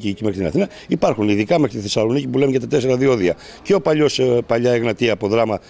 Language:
Greek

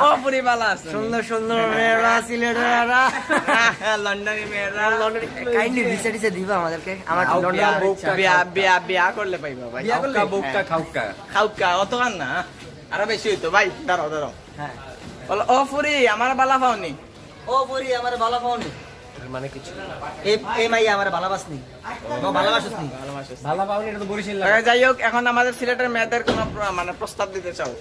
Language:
Sylheti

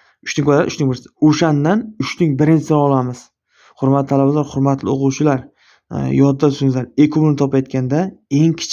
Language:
Uzbek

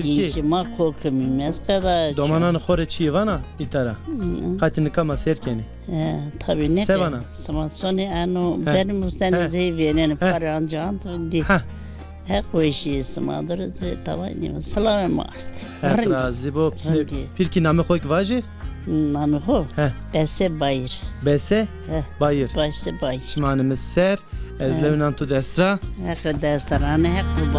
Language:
Zaza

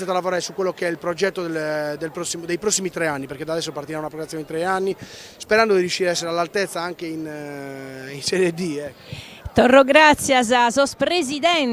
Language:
Sardinian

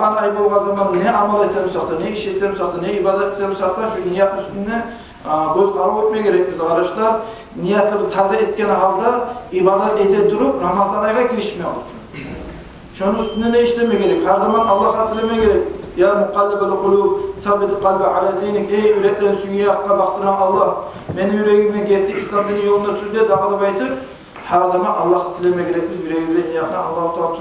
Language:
Kumyk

